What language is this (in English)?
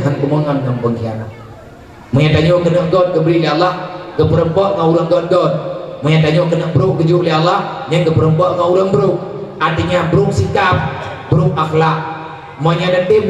Achinese